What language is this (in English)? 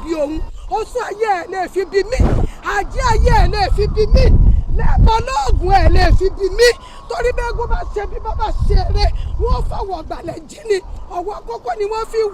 Yoruba